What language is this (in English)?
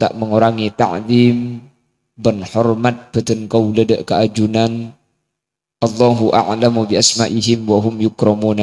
Madurese